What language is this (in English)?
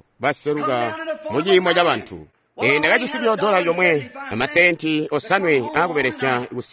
Tonga (Zambia)